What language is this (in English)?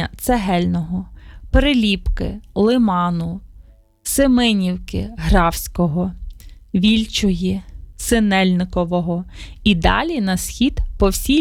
Ukrainian